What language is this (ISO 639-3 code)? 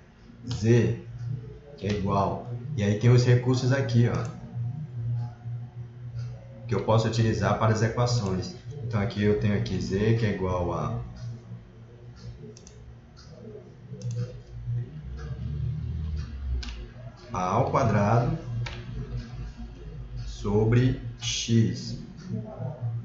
por